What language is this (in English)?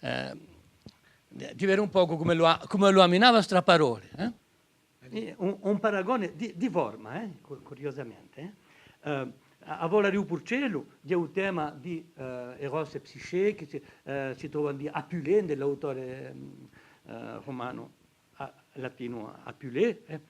Corsican